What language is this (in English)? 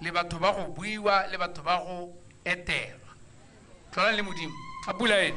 Tswana